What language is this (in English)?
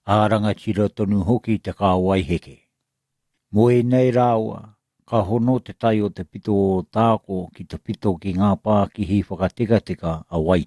Māori